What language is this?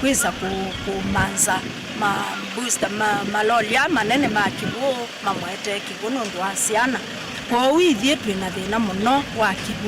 Kamba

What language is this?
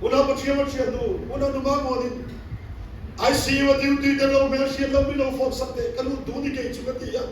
Mizo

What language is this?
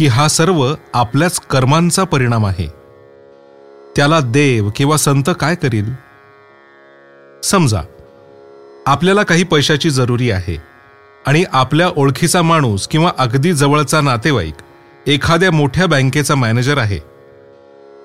Marathi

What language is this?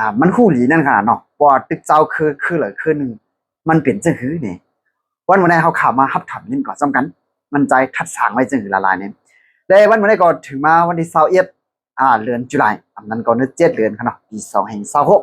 Shan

